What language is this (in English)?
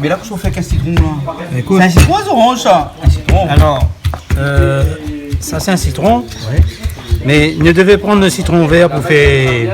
Réunion Creole French